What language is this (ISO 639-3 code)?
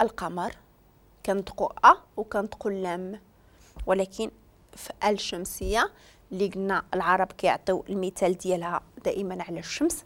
ary